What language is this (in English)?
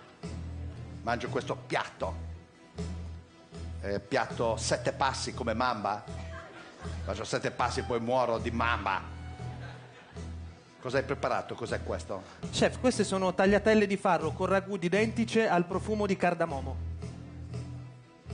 Italian